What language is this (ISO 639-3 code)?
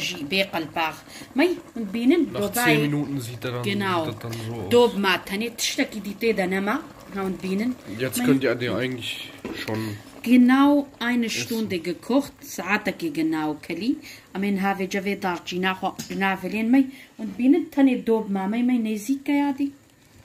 kur